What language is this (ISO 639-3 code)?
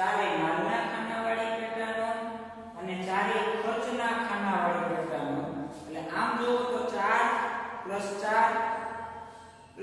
guj